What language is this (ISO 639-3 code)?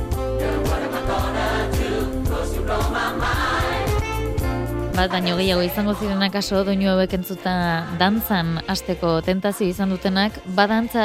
eus